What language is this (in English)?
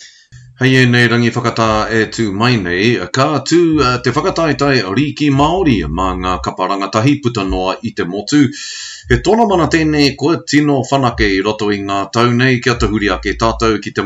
Māori